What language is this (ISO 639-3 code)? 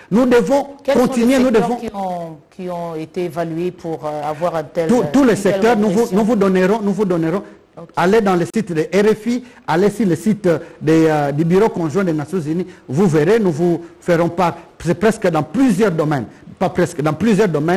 fra